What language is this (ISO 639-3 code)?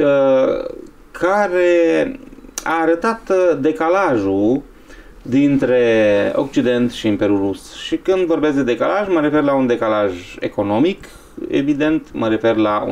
ron